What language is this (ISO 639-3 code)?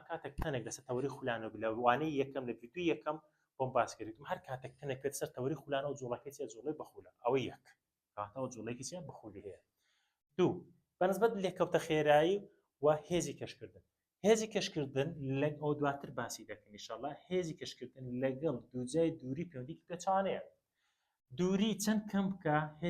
ckb